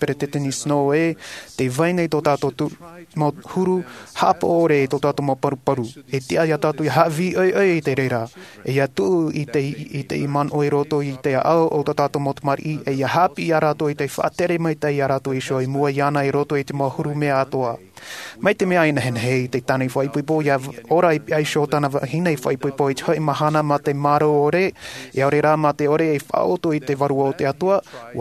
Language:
Tahitian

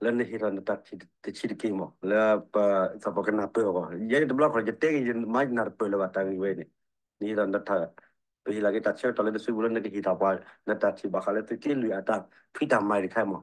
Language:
S'gaw Karen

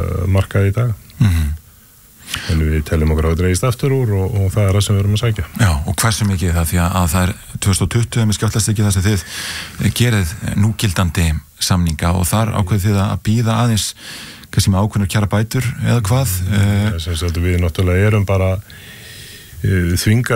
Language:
Icelandic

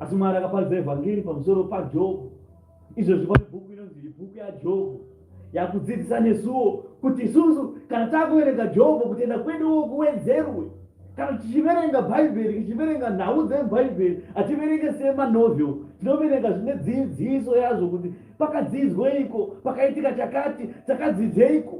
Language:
Shona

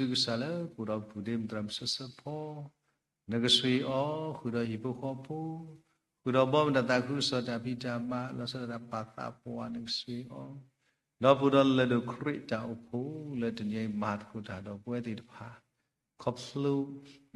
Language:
S'gaw Karen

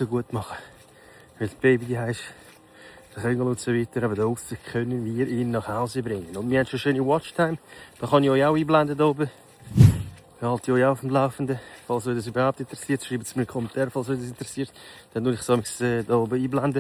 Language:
Swiss German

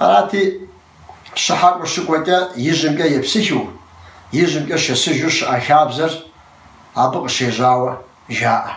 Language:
Kabardian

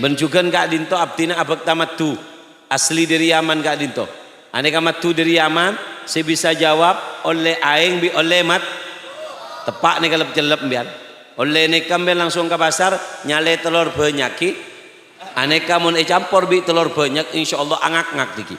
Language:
Madurese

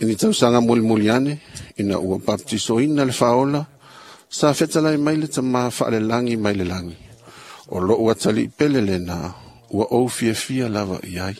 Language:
Samoan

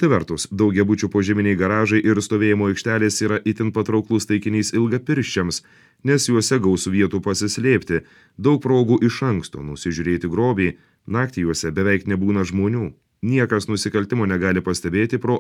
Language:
Lithuanian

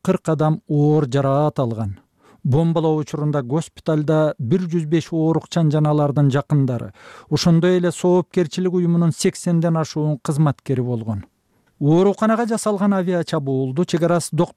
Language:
Kyrgyz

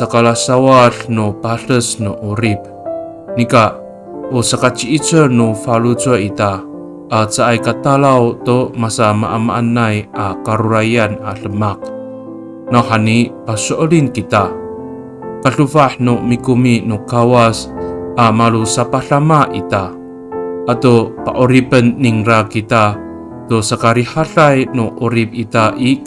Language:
Amis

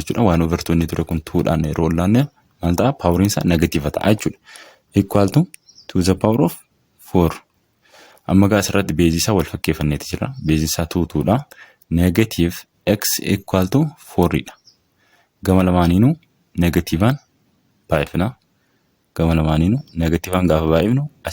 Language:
Oromo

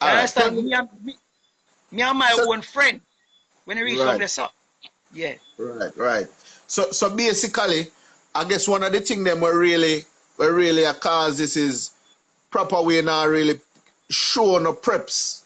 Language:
Jamaican Creole English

